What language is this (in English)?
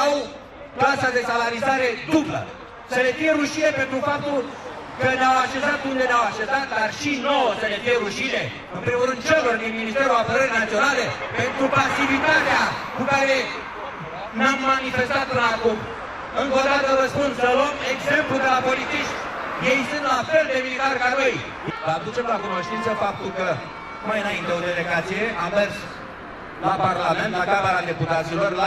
Romanian